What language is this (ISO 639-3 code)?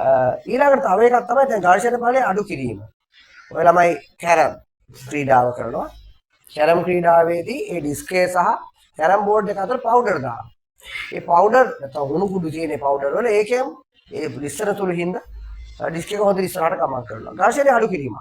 sin